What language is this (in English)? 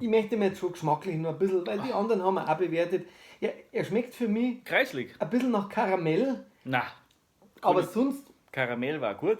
Bavarian